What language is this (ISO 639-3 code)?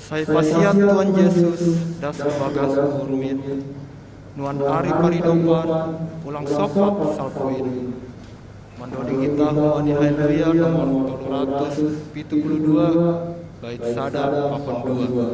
bts